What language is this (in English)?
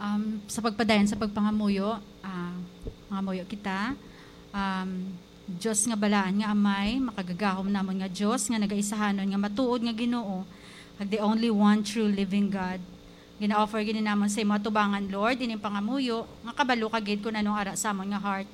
Hiligaynon